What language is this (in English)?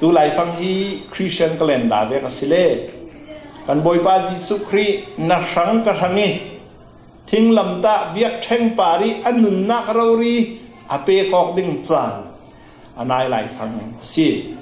Falam Chin